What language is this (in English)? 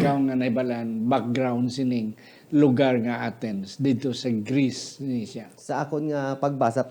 Hiligaynon